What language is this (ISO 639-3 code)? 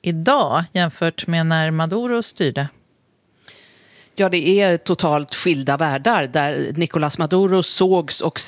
swe